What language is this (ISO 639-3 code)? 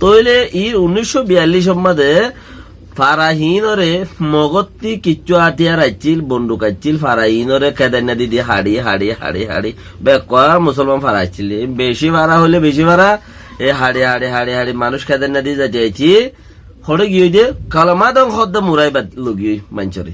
rhg